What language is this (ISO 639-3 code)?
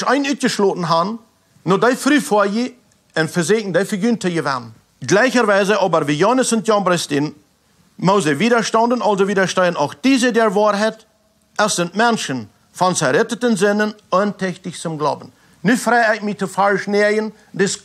pdt